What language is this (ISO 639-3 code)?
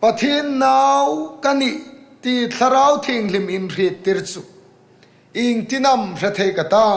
hmr